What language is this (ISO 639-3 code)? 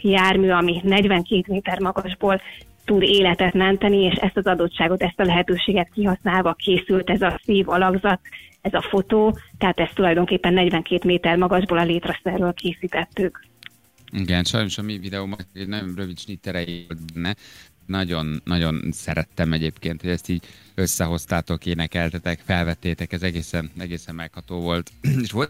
hun